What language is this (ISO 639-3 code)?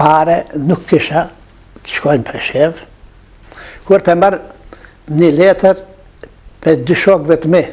sqi